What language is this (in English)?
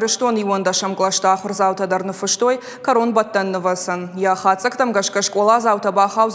Ossetic